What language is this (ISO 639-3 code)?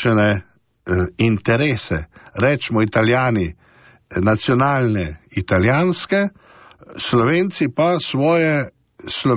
slv